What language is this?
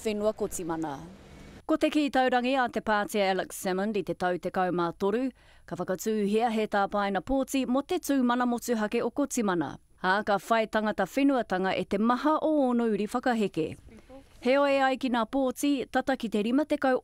Māori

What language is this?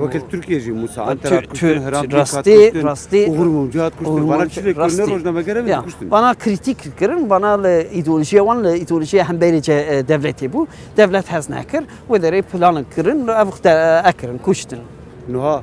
Kurdish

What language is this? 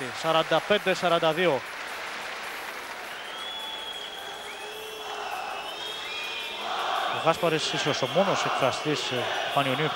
Greek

